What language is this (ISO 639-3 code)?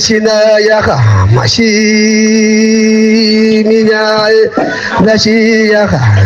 ahk